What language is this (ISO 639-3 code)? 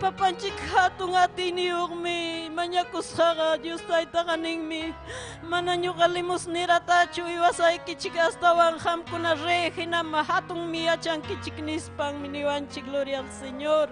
quy